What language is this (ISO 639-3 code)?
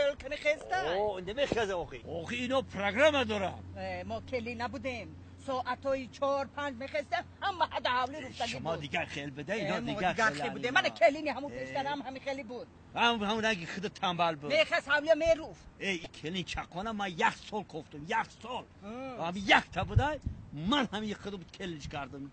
tgk